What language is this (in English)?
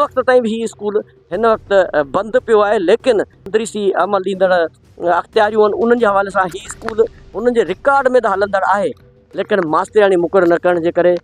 Sindhi